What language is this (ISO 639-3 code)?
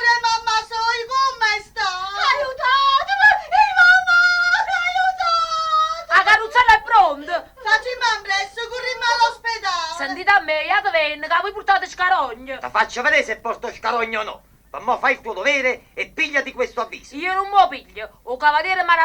nap